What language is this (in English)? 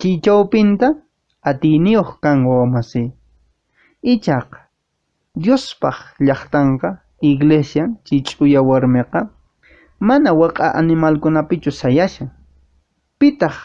Quechua